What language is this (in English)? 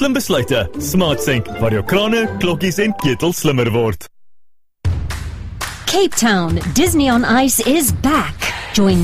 Afrikaans